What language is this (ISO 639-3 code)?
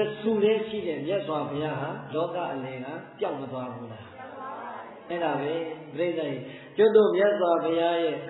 mya